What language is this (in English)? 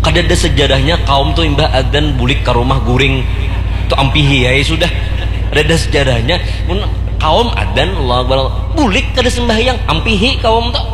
Banjar